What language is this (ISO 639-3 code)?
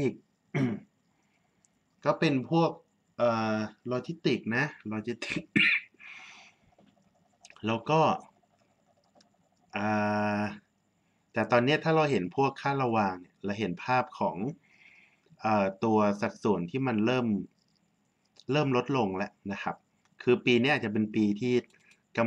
tha